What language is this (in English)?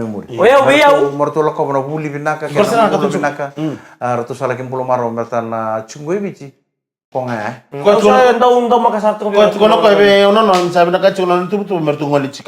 Fijian